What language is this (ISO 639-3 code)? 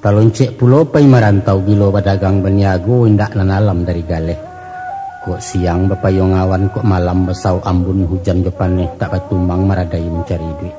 min